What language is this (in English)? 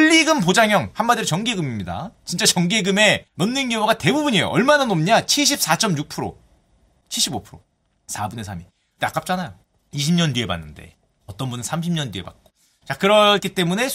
Korean